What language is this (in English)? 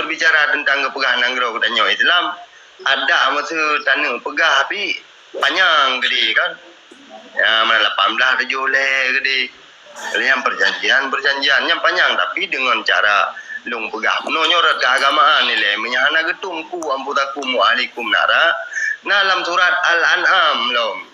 Achinese